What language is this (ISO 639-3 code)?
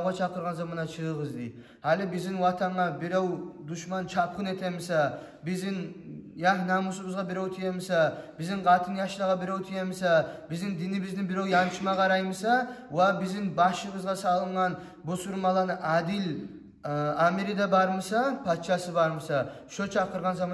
kum